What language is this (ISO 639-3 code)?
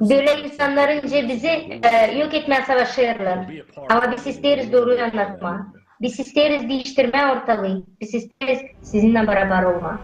gag